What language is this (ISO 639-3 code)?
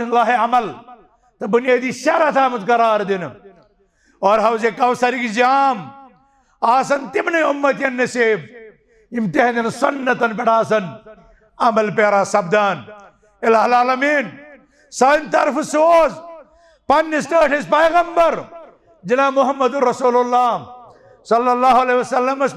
kas